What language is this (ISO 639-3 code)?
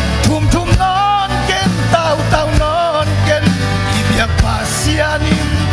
ctd